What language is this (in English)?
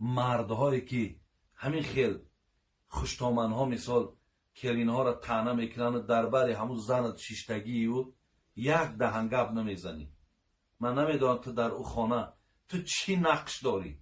Tajik